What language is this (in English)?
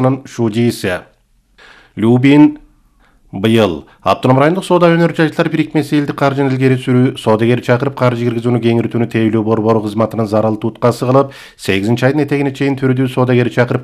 Kyrgyz